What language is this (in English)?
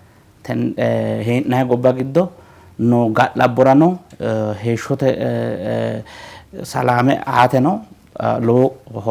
Sidamo